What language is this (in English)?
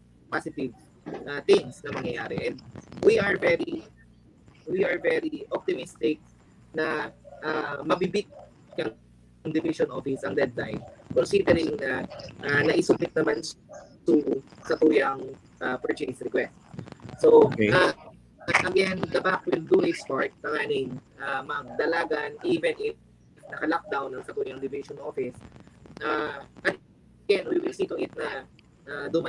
Bikol